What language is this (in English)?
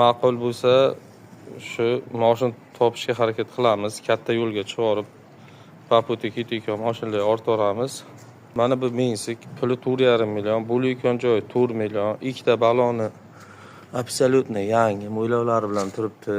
Uzbek